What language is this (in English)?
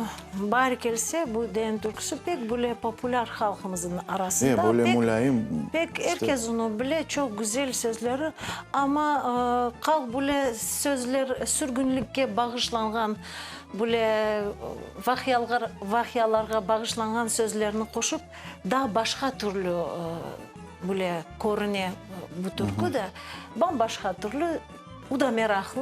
Crimean Tatar